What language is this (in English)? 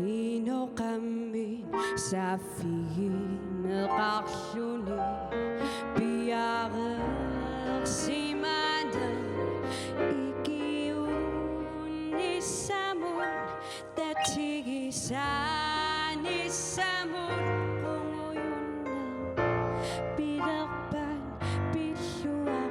Kalaallisut